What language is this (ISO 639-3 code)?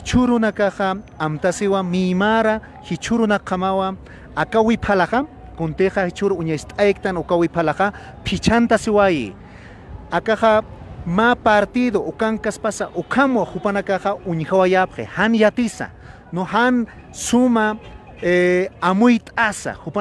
aym